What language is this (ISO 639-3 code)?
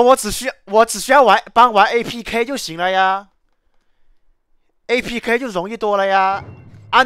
zho